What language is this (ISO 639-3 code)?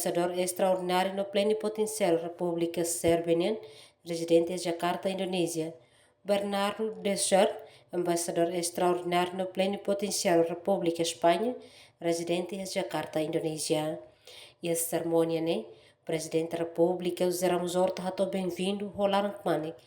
tet